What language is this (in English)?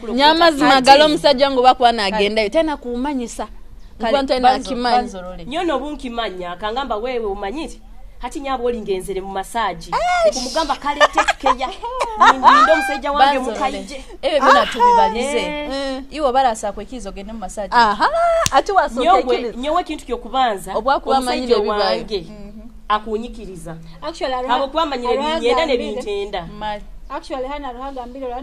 Nyoro